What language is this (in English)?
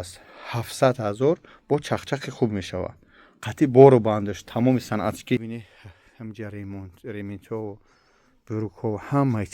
Tajik